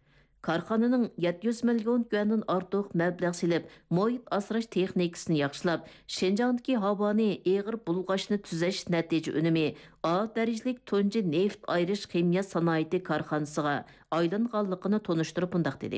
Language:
Uyghur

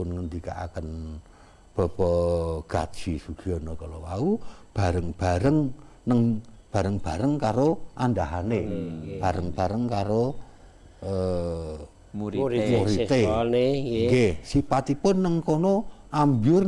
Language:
Javanese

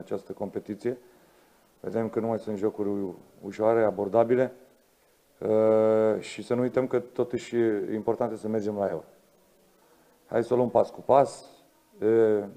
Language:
Romanian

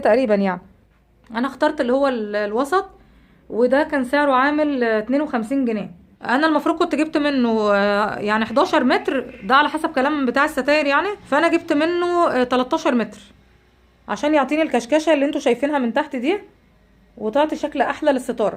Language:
Egyptian Arabic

